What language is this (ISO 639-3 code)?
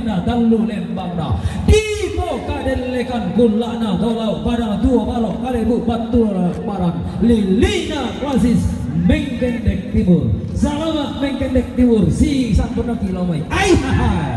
sda